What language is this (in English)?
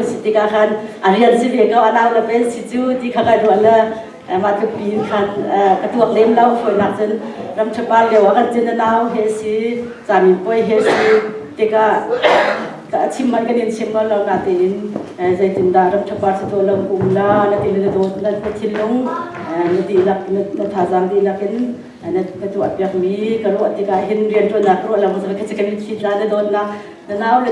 Hakha Chin